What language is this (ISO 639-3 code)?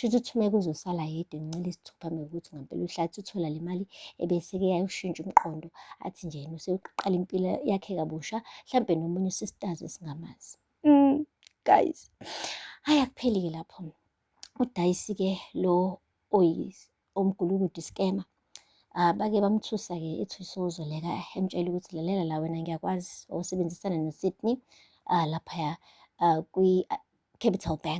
zul